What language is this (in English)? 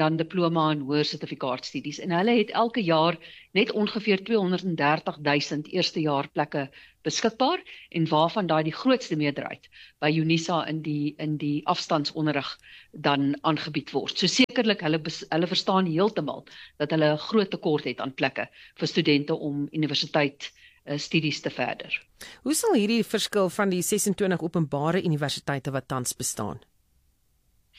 Afrikaans